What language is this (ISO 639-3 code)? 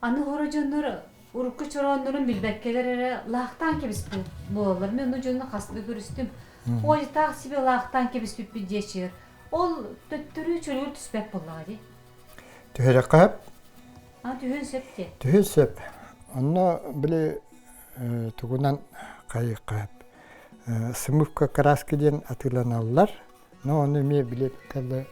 sah